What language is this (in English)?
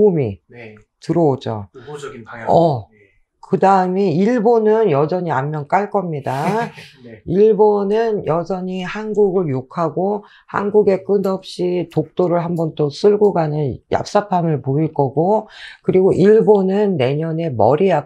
Korean